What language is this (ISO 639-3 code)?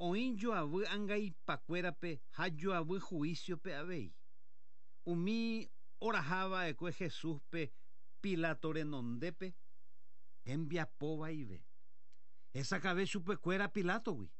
grn